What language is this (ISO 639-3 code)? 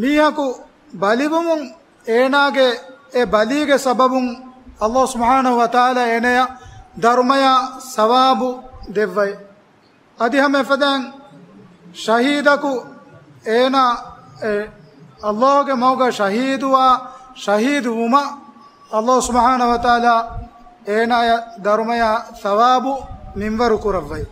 div